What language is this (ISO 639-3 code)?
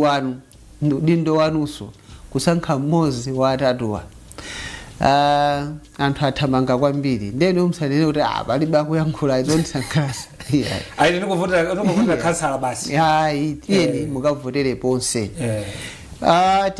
nya